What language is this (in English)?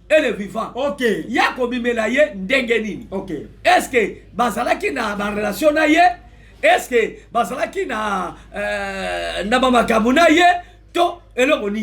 Lingala